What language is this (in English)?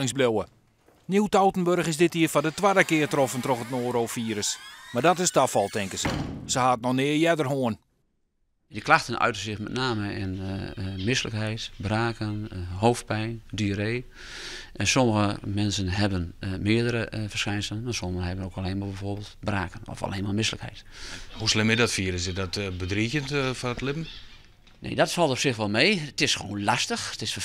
Western Frisian